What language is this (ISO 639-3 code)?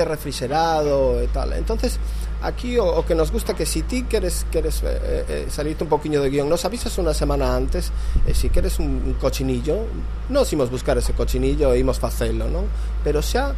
glg